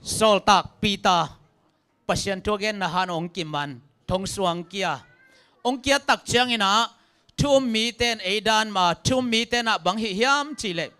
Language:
Tedim Chin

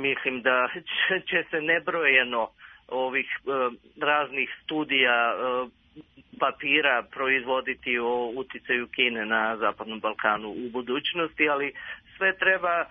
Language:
Serbian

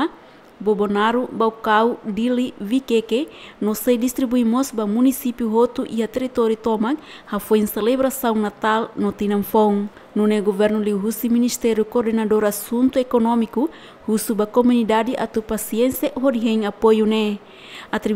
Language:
Tetum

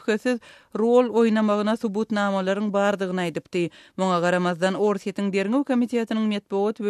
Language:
Turkmen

